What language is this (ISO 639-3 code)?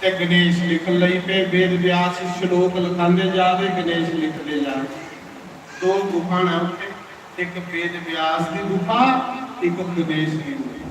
doi